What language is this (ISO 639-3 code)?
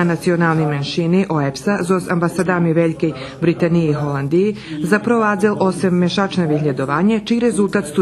rue